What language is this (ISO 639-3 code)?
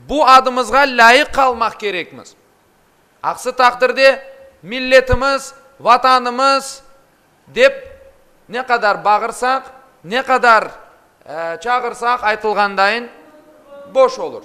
crh